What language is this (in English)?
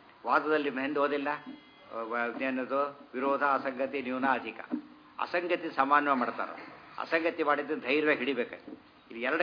Kannada